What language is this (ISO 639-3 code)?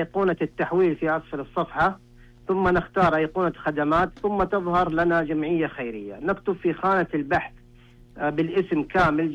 ars